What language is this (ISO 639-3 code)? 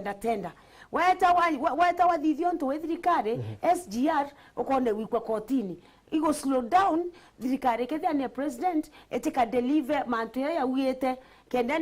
mer